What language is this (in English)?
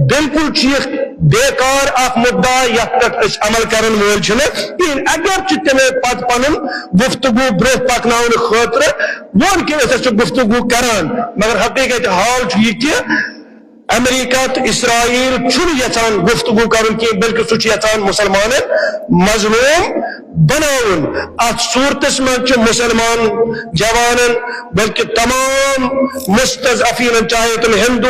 Kashmiri